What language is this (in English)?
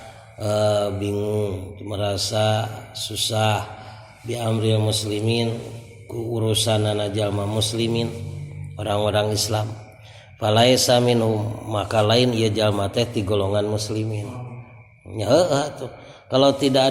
Sundanese